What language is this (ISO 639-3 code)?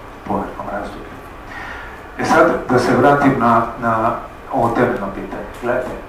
hrv